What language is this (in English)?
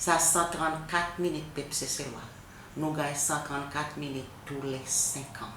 Seselwa Creole French